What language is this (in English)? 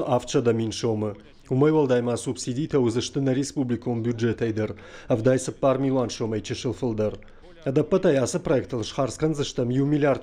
Ossetic